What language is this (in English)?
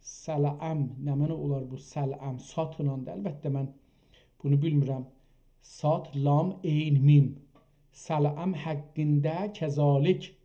South Azerbaijani